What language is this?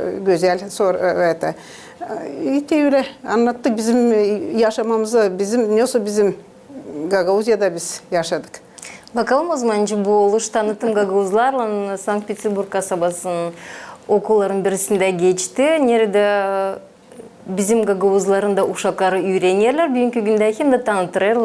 Gagauz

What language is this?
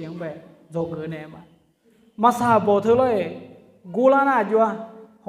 Akha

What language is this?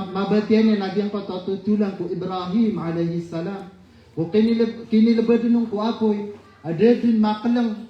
Maranao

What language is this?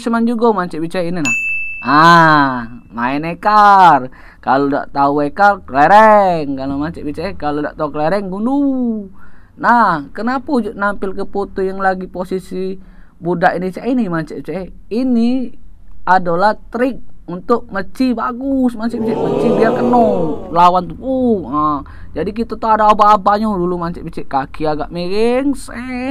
Musi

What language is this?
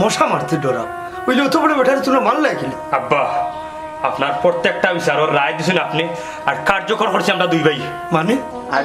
Sylheti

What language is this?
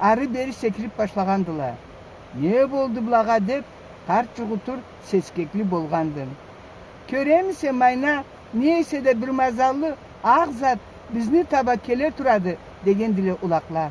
Karachay-Balkar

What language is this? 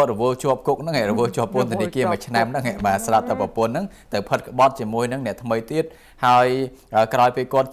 Khmer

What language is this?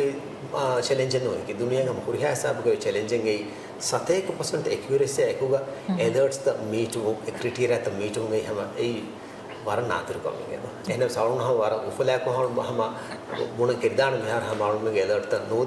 Divehi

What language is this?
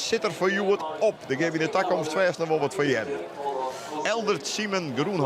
Western Frisian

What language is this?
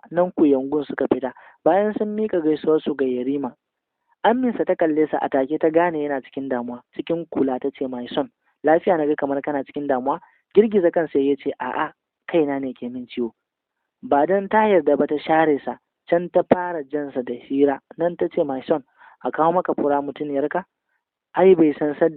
Hausa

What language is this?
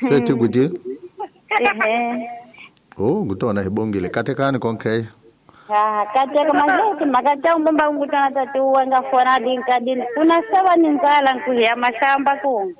Tsonga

